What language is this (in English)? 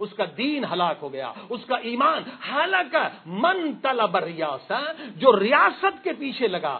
Urdu